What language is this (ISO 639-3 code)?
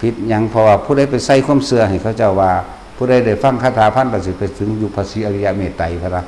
tts